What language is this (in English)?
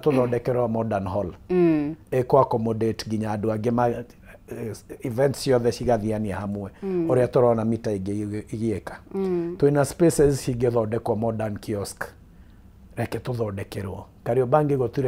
Kikuyu